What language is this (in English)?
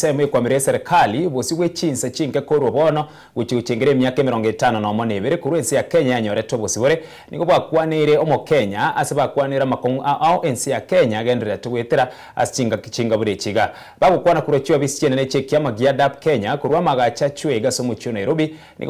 Gusii